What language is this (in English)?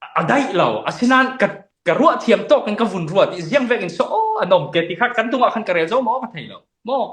Falam Chin